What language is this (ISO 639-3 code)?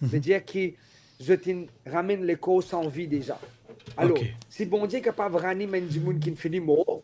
mfe